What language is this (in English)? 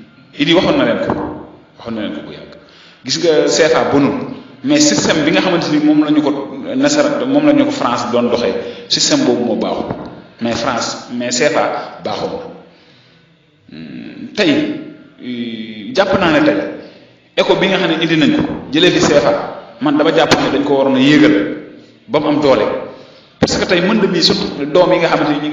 Wolof